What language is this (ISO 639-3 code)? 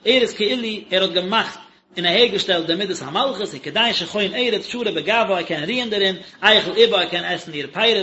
yid